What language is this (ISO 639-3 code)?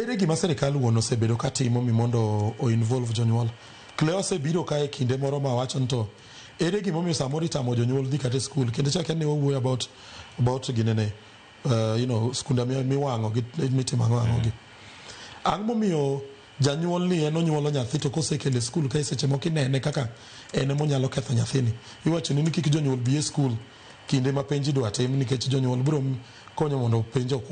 luo